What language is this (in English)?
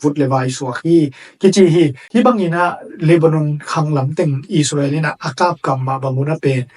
Tedim Chin